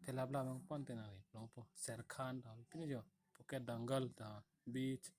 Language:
Karbi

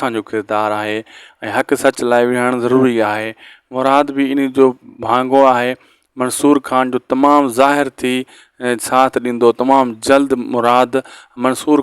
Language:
Sindhi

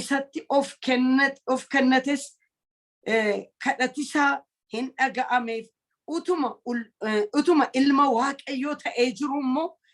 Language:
Oromo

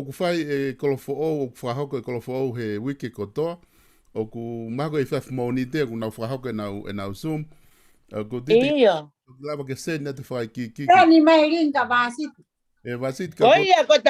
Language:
Tongan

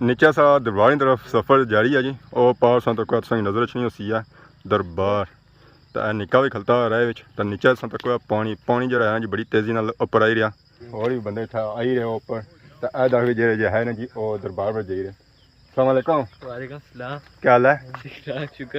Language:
Pahari-Potwari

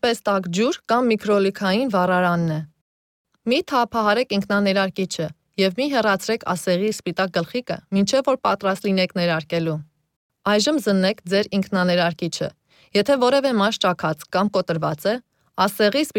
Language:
Armenian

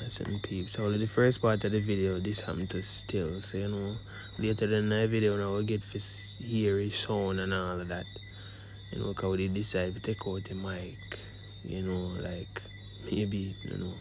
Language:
Jamaican Creole English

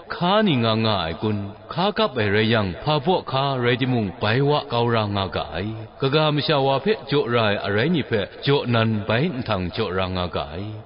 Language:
Kachin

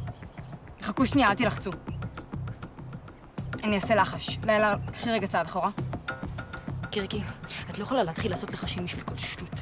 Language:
Hebrew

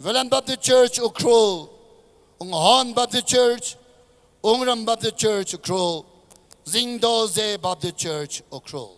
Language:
Tangkhul Naga (India)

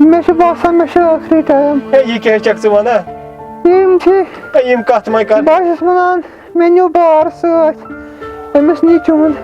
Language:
Kashmiri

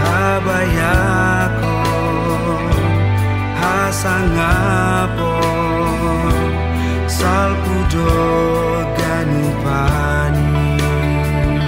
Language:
Batak Simalungun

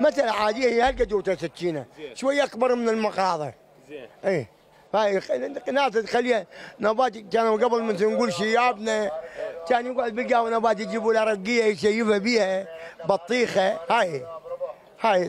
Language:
Mesopotamian Arabic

